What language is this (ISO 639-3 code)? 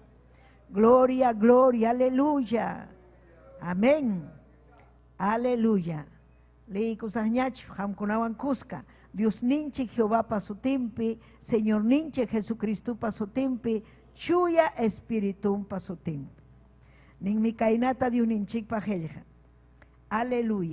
quy